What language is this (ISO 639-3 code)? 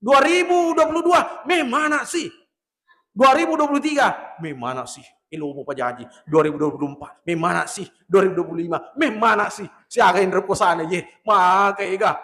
bug